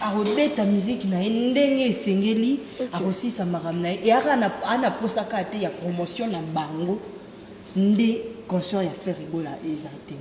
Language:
Lingala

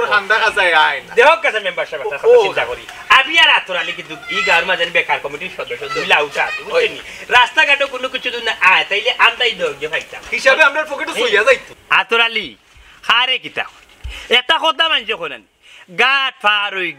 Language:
Sylheti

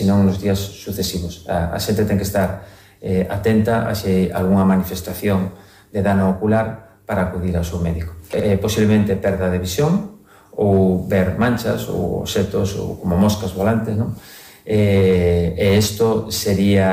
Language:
Galician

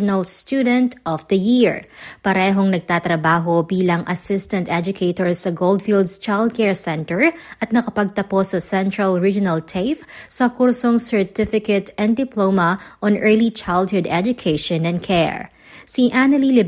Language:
Filipino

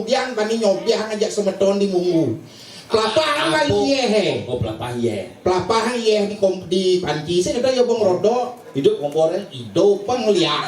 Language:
Balinese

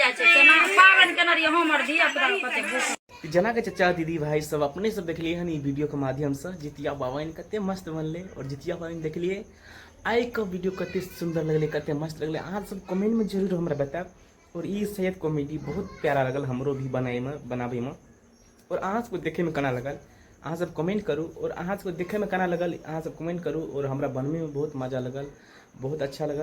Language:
Maithili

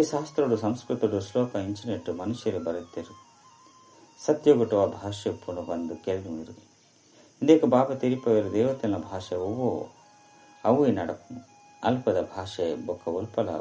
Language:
Tulu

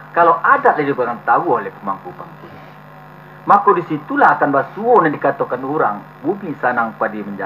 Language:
Minangkabau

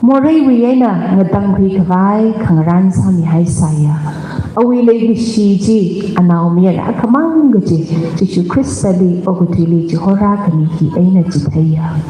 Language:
Tangkhul Naga (India)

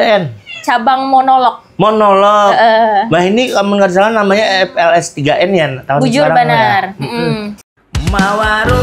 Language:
Banjar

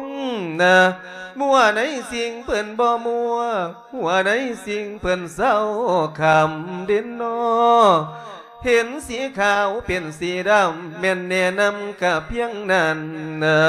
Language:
Lao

